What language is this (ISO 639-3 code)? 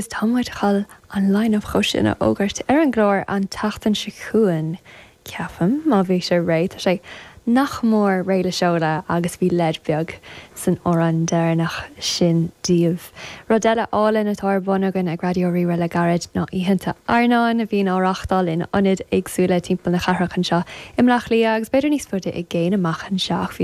gle